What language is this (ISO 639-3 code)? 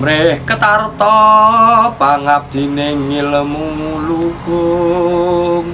jav